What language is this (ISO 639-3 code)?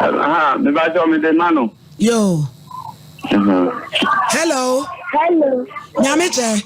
aka